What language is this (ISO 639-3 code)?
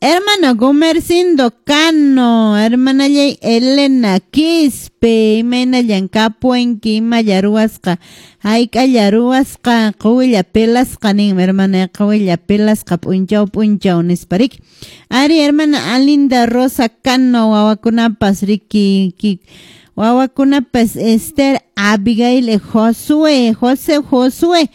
que